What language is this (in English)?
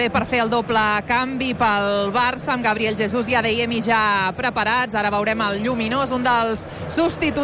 Catalan